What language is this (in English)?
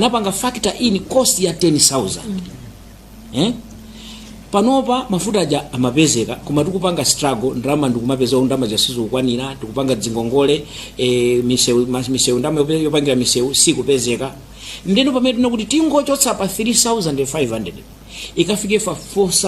Nyanja